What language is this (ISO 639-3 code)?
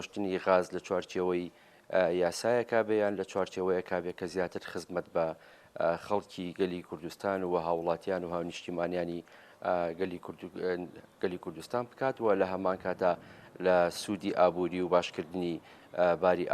ckb